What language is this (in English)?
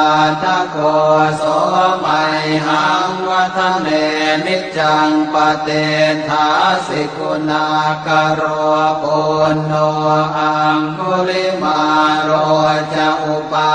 Pali